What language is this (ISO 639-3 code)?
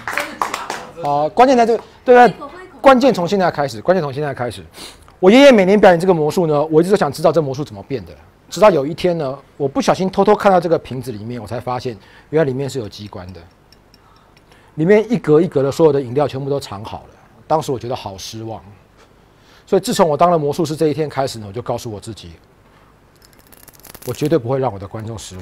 zho